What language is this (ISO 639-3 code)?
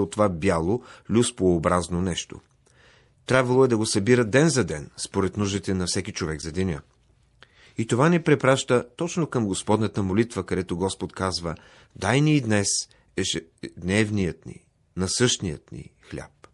bul